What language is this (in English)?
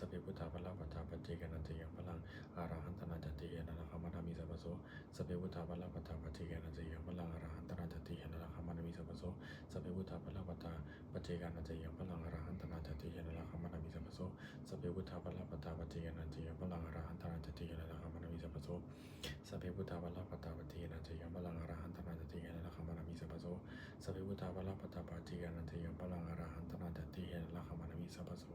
Pali